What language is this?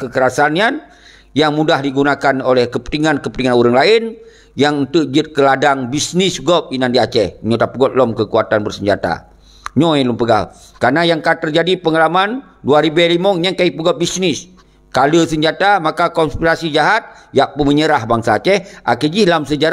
Achinese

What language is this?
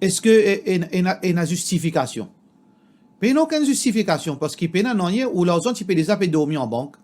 Morisyen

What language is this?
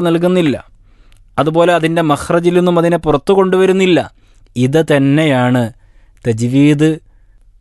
Malayalam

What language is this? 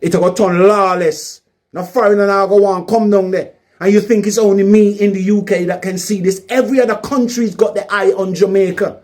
Jamaican Creole English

